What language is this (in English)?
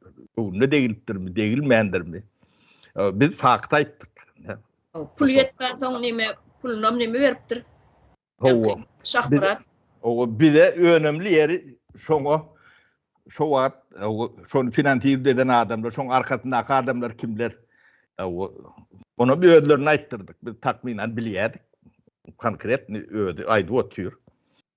Turkmen